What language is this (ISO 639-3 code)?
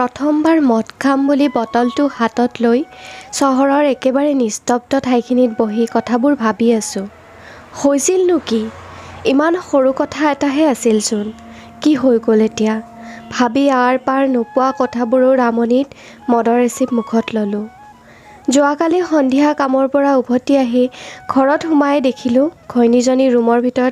asm